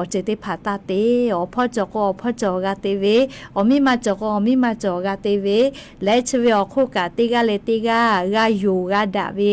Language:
Lahu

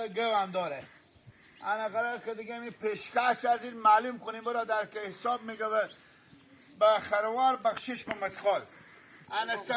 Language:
Hazaragi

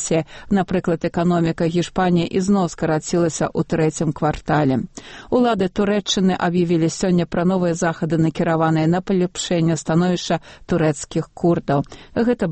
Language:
Belarusian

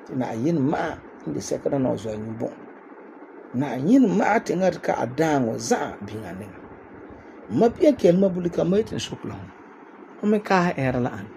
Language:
Frafra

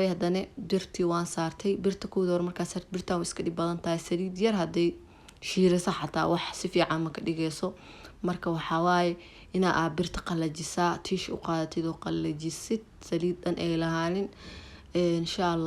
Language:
Somali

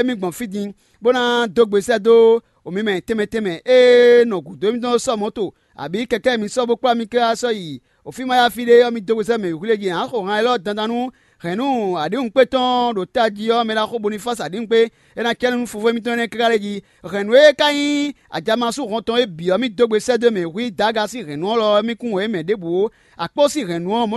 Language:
Fon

